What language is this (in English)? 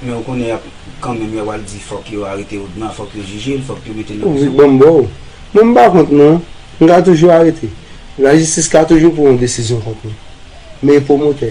Haitian Creole